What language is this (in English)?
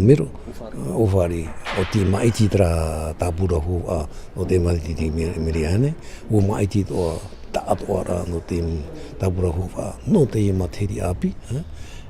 Tahitian